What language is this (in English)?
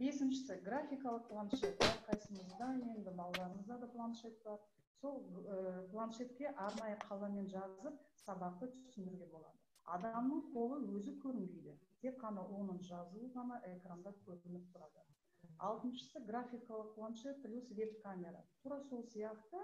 Kazakh